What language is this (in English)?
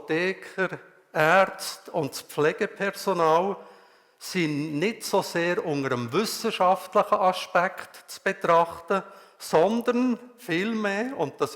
Swiss German